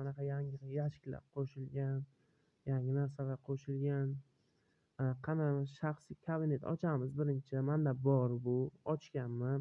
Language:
Uzbek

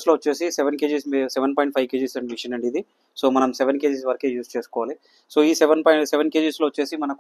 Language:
Telugu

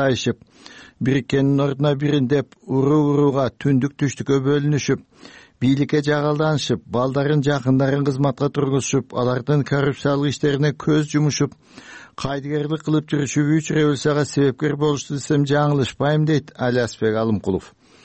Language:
Kyrgyz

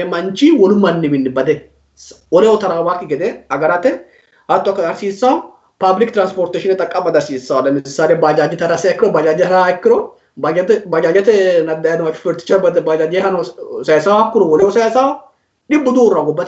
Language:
Sidamo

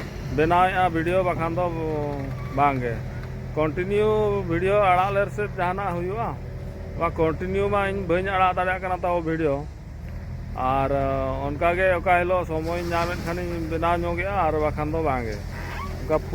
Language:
Santali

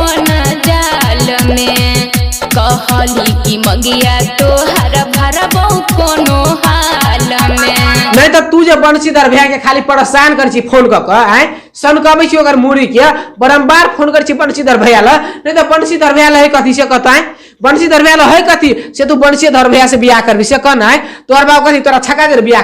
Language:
Maithili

